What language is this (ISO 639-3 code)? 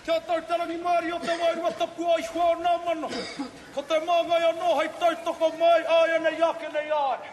mri